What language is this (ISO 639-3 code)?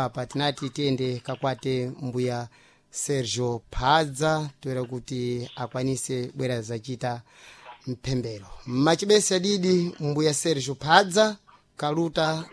seh